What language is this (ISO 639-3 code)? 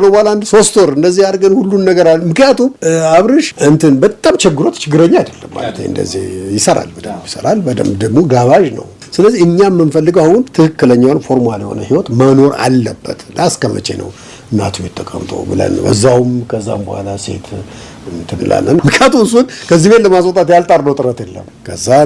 amh